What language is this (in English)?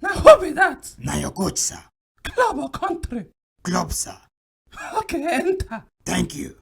Nigerian Pidgin